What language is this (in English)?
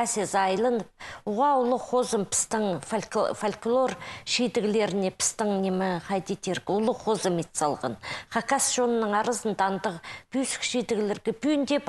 Khakas